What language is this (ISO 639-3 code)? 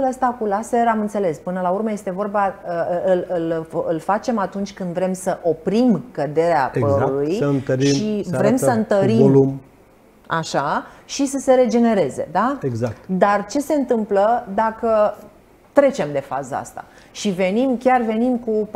ron